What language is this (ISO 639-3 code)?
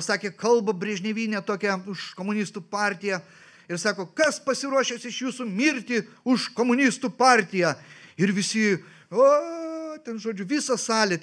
lit